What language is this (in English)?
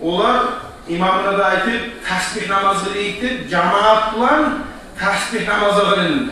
Kumyk